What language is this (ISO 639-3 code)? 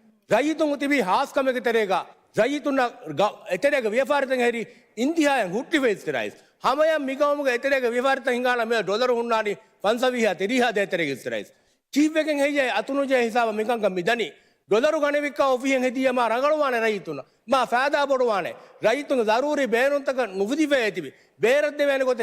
div